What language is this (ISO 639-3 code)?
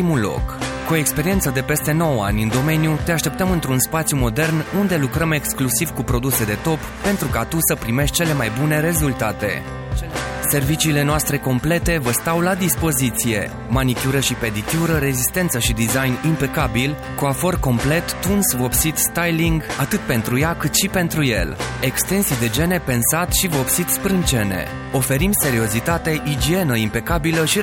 ron